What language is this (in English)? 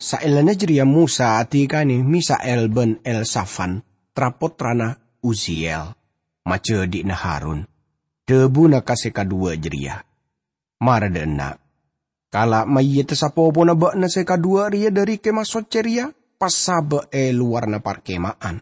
Madurese